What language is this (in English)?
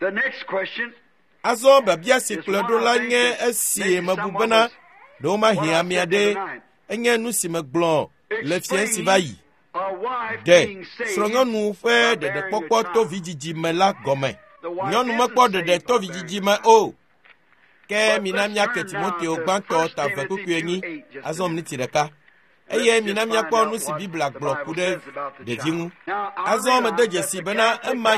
Ewe